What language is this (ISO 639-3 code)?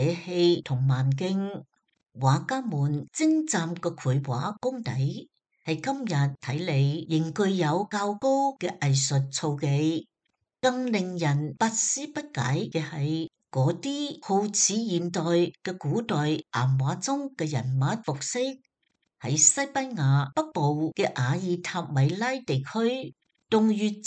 yue